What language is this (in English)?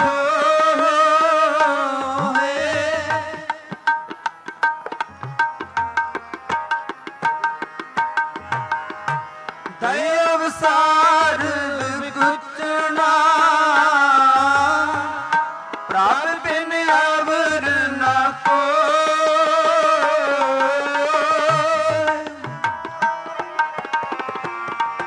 Punjabi